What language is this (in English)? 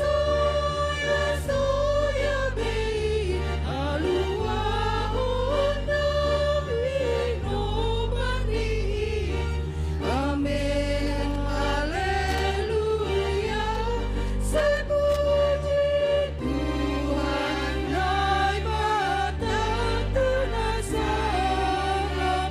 Batak Simalungun